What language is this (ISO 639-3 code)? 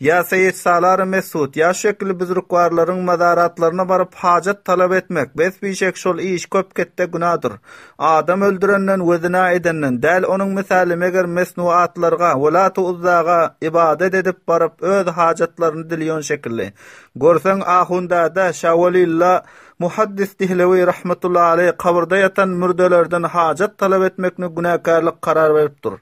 tuk